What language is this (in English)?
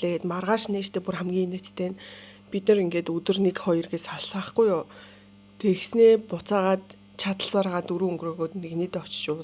Mongolian